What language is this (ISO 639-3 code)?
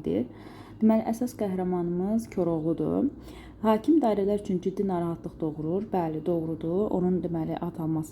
aze